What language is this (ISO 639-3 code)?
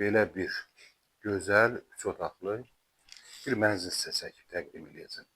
aze